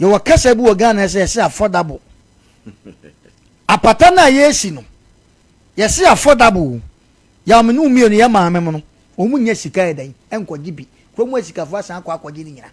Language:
Akan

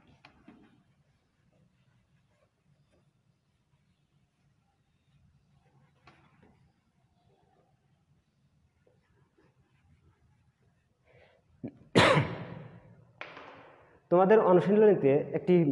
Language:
Bangla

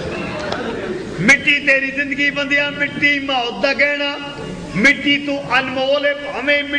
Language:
Punjabi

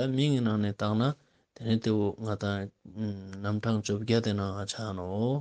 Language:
Ladakhi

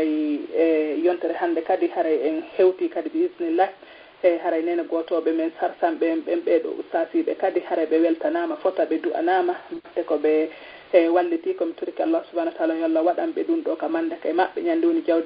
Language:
Fula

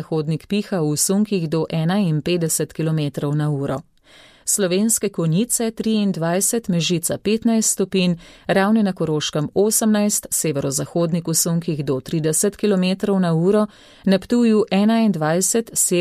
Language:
Slovenian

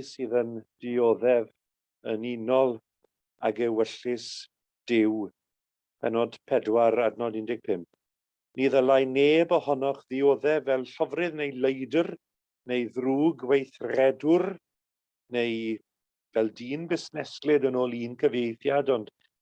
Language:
Welsh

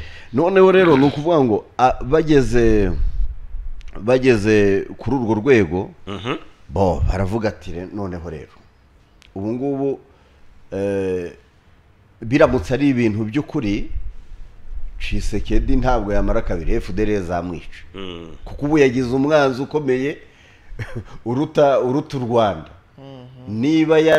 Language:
Kinyarwanda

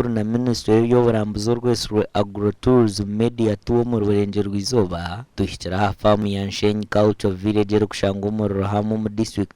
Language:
Nyankole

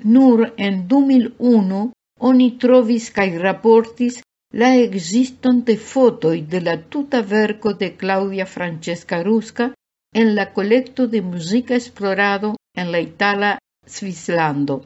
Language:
Esperanto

